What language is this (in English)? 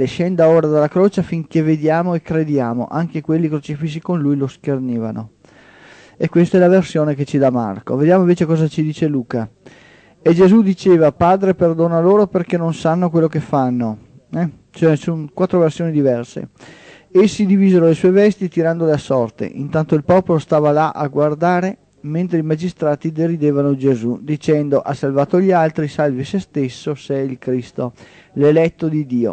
Italian